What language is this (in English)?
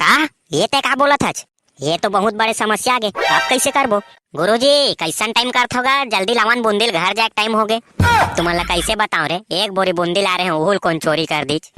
Chhattisgarhi